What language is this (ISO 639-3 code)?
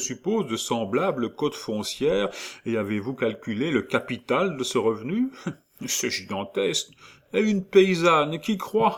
fra